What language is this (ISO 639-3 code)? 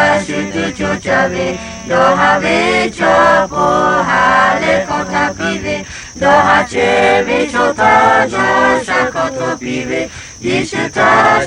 lhu